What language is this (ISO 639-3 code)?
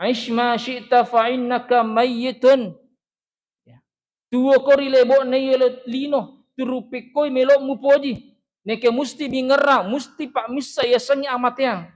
bug